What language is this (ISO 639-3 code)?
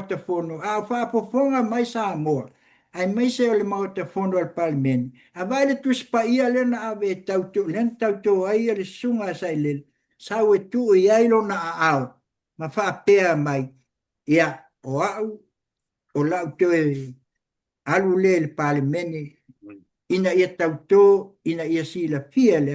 smo